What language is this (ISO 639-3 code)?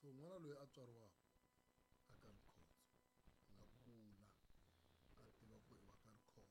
tso